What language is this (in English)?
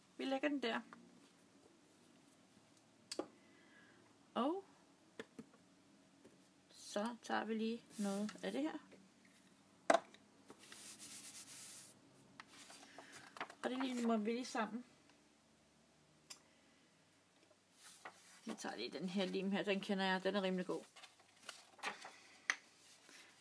Danish